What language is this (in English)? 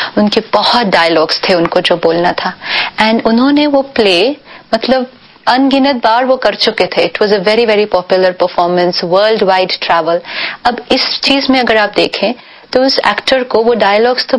Hindi